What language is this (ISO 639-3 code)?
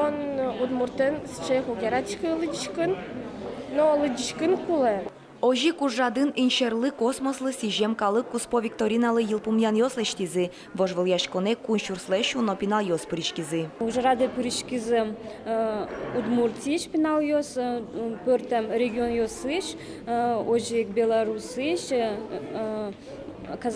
udm